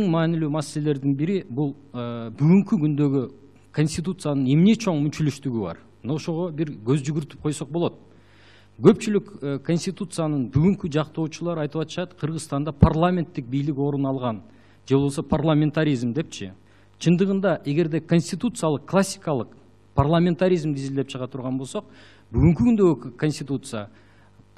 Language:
Kyrgyz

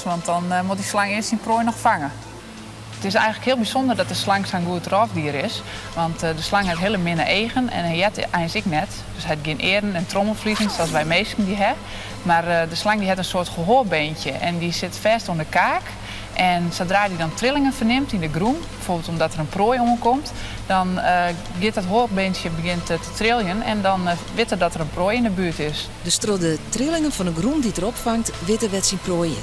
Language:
Western Frisian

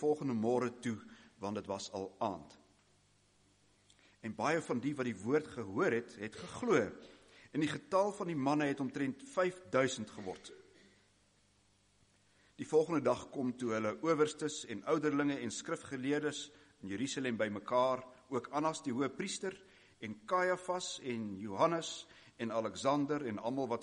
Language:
Afrikaans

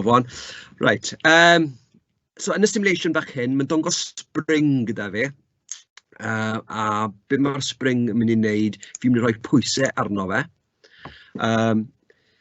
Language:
Welsh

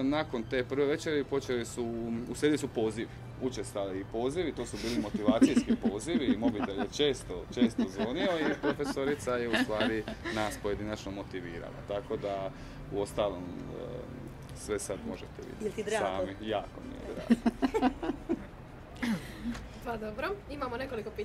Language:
Croatian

